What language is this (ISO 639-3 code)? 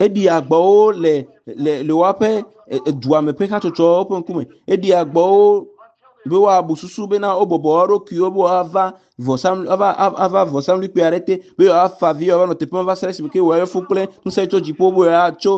ewe